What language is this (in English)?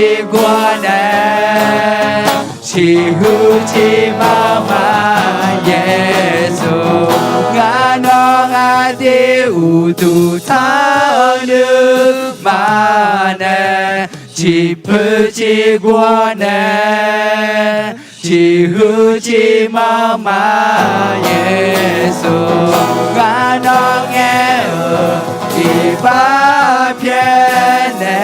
Akha